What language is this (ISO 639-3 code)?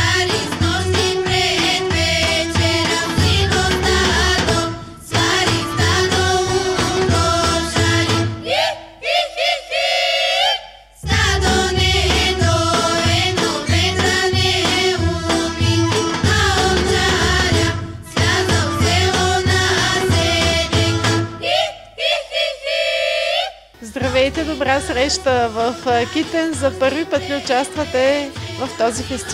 bul